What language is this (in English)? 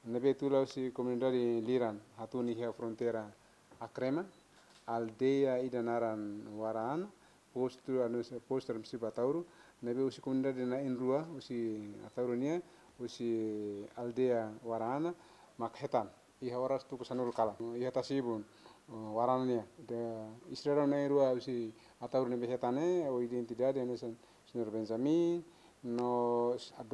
Tetum